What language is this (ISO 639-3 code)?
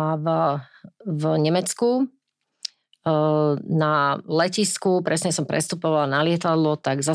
slk